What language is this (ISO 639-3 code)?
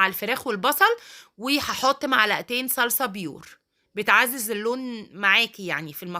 arz